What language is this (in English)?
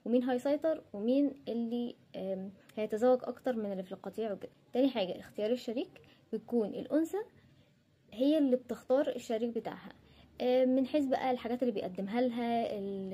Egyptian Arabic